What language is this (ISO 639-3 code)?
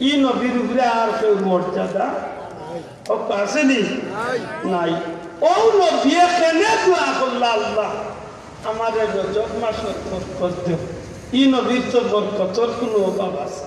syl